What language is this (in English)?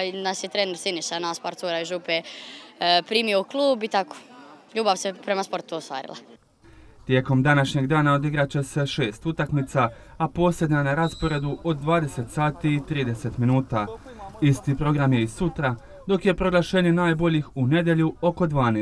Croatian